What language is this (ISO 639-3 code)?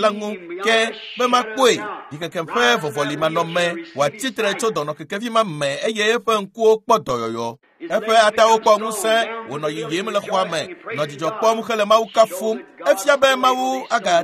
ewe